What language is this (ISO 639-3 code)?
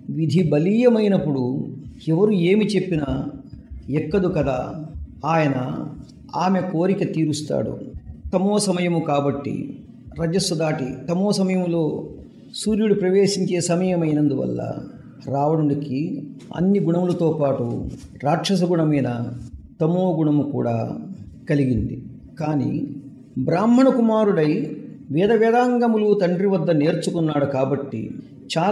tel